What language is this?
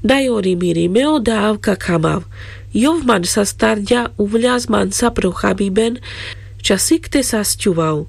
Carpathian Romani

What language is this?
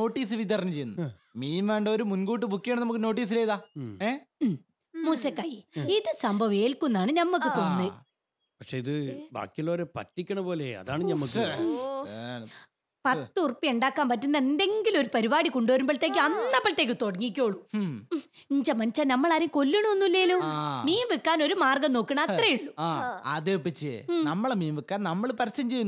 Malayalam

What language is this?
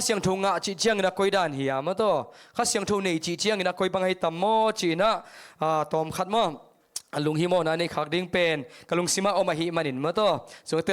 Tedim Chin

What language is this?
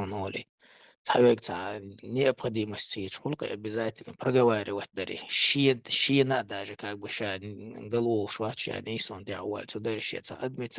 Chechen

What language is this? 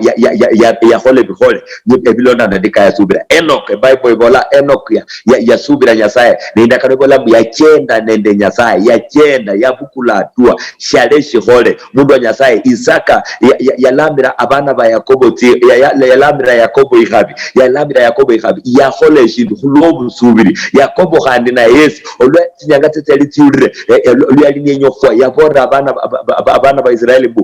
Luyia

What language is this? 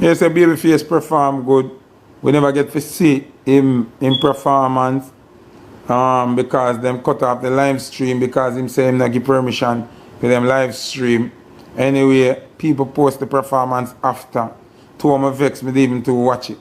Jamaican Creole English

